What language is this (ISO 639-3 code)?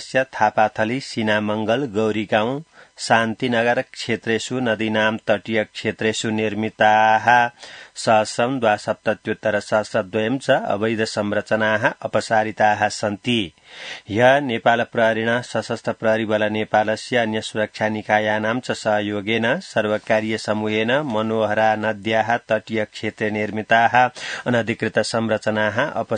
san